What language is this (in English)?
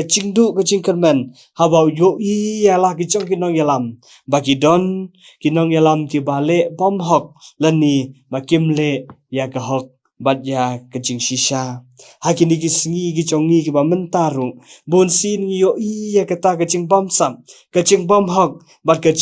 Khasi